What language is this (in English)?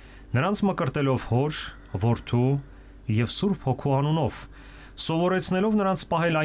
Armenian